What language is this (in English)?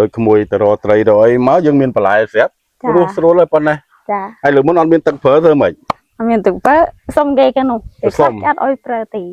Khmer